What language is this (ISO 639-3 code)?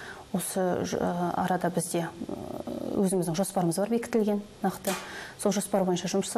kaz